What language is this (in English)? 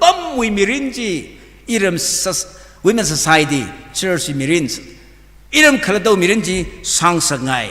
Tangkhul Naga (India)